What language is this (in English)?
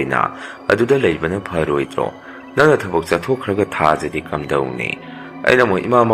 Manipuri